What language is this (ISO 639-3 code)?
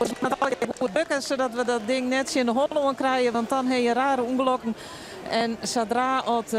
fry